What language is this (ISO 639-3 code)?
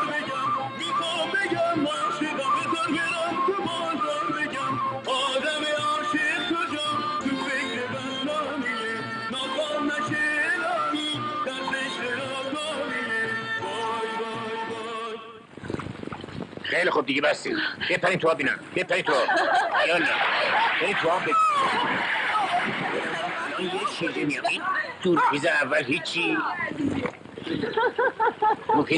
fas